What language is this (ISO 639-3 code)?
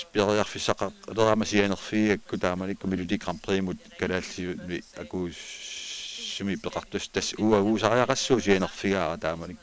kal